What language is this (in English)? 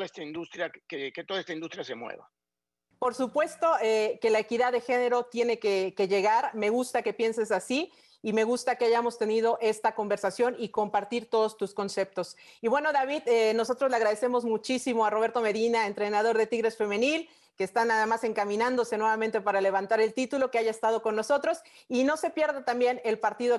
Spanish